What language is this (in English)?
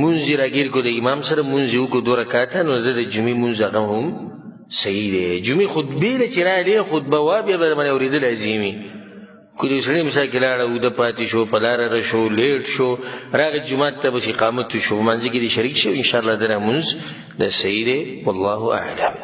Pashto